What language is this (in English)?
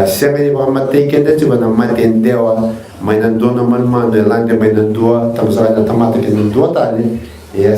Fijian